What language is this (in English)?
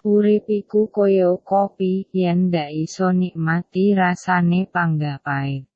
Javanese